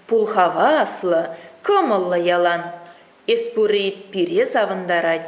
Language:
Chuvash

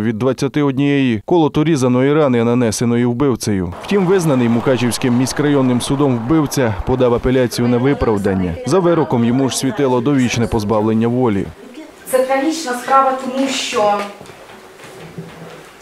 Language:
Ukrainian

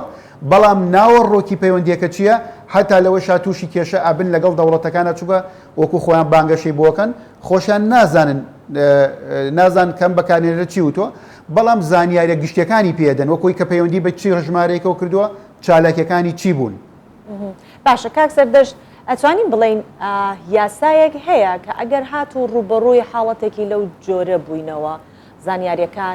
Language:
Central Kurdish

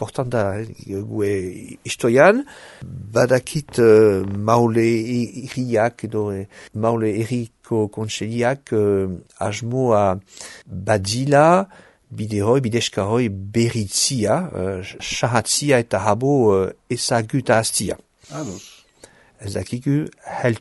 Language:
Basque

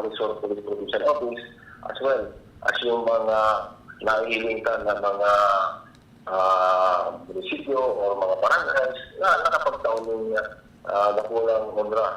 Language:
Bikol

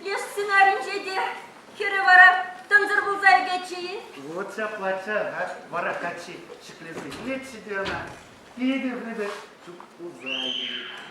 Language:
Chuvash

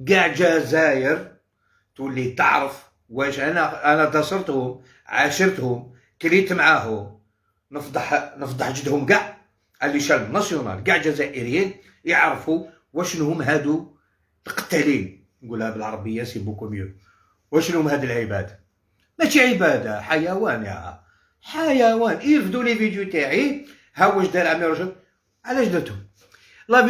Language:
Algerian Arabic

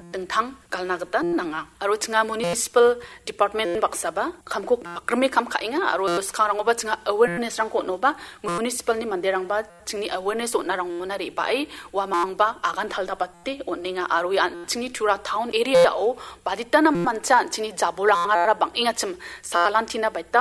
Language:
Garo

